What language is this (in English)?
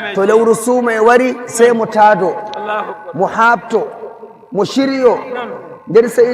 Nigerian Fulfulde